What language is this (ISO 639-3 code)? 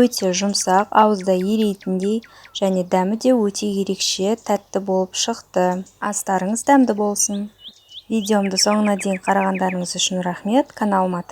kaz